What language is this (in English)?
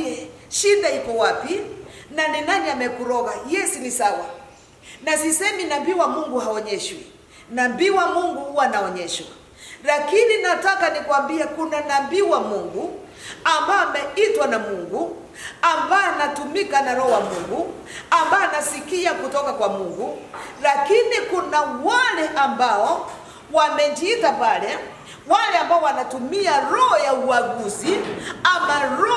Swahili